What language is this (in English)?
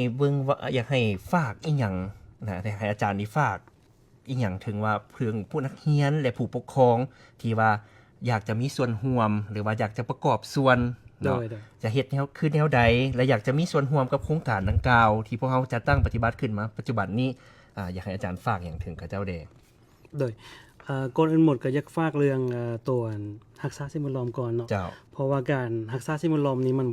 Lao